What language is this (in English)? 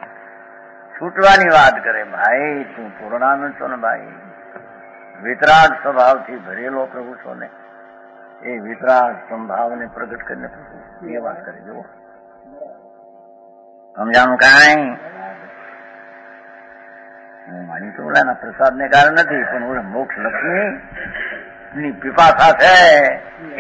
Gujarati